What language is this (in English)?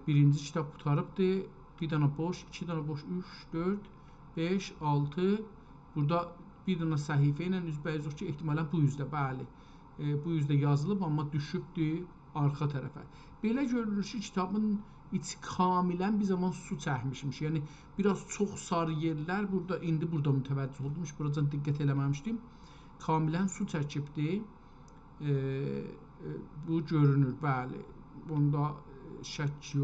South Azerbaijani